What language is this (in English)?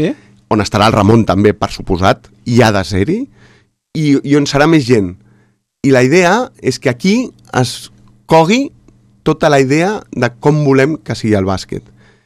Catalan